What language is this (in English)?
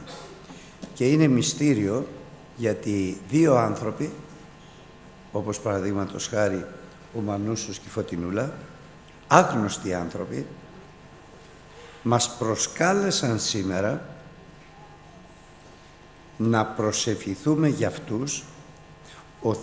Greek